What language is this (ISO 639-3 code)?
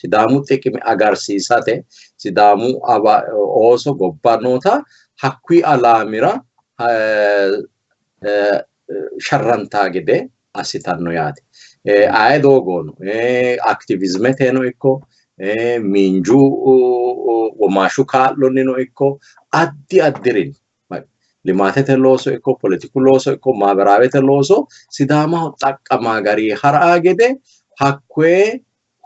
sid